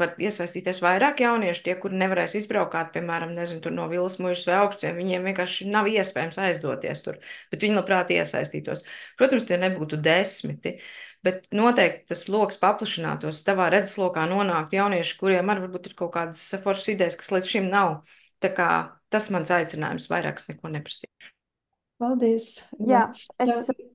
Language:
Latvian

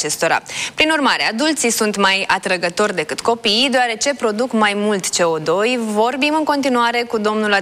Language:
Romanian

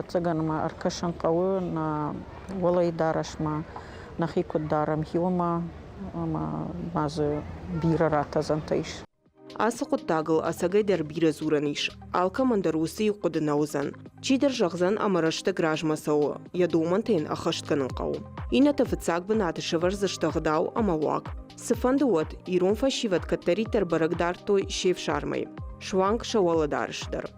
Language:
Ossetic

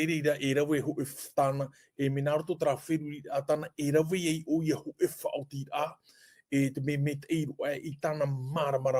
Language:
Tahitian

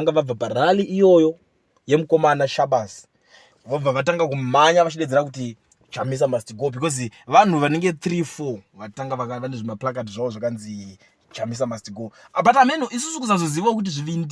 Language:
Shona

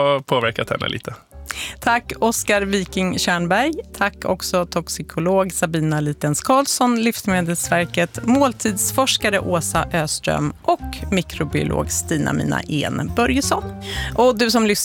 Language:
Swedish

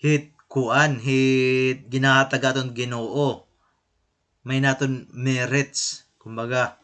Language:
Waray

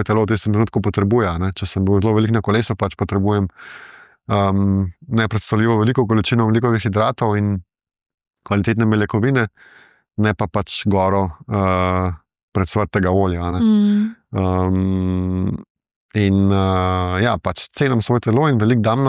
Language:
Slovenian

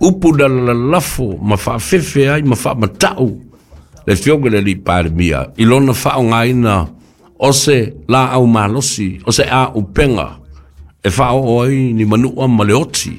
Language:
Samoan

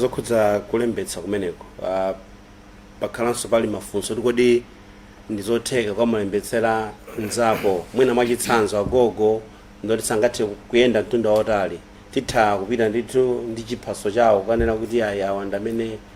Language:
Nyanja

